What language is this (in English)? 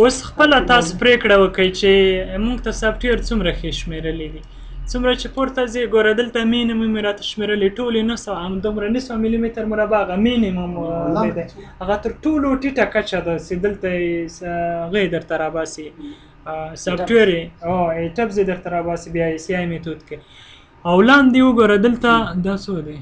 Pashto